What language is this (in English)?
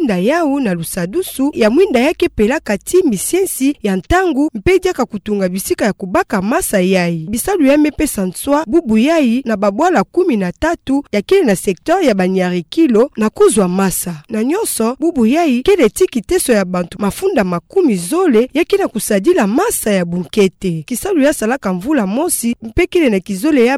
Kituba (Democratic Republic of Congo)